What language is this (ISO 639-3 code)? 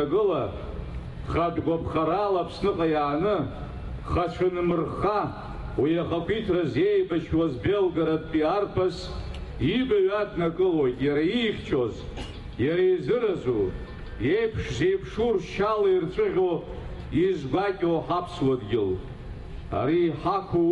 abk